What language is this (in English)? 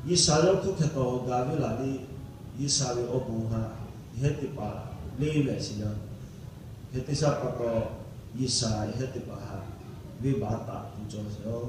Lahu